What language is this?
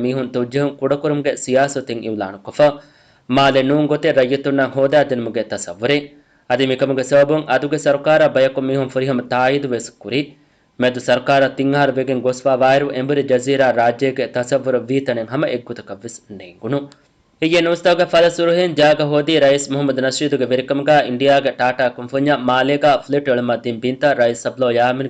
Divehi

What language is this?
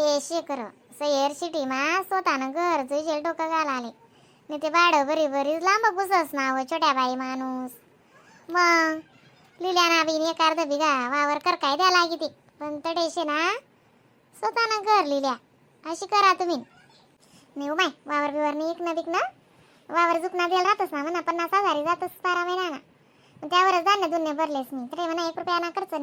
Khandesi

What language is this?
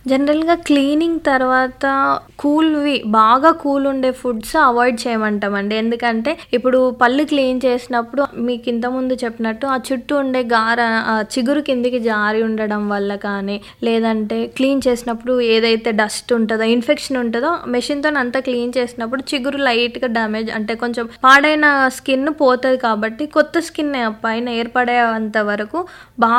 Telugu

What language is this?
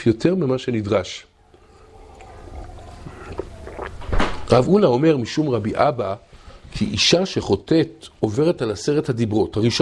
Hebrew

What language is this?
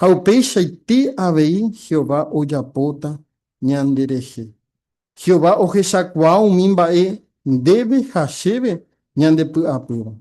Guarani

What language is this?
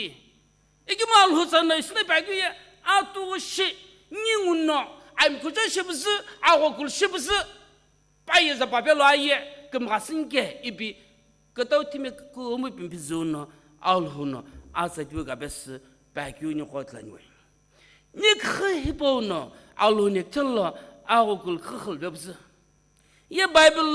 Sumi Naga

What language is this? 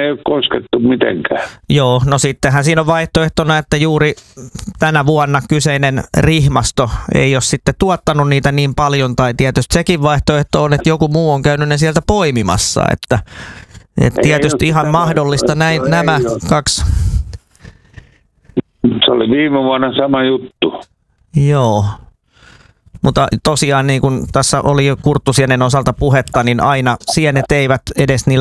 Finnish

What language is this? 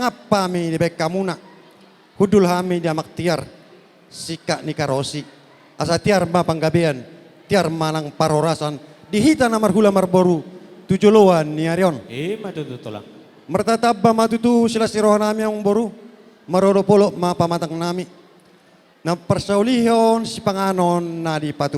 Batak Toba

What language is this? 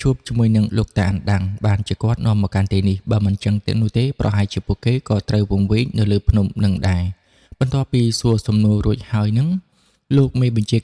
Khmer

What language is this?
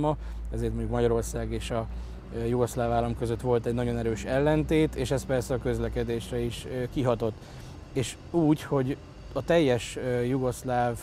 Hungarian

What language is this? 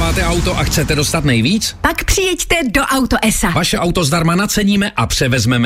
Czech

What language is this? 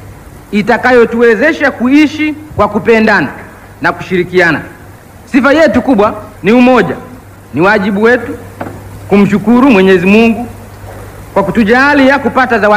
Swahili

